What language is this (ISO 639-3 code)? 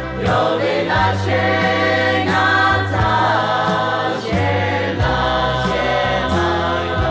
lhu